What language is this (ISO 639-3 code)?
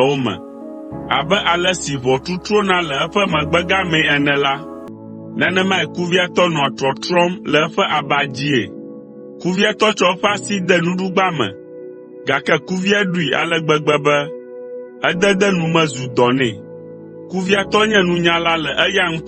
ewe